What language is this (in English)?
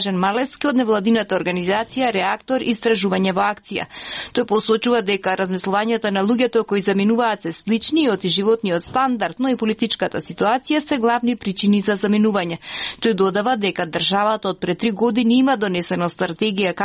Macedonian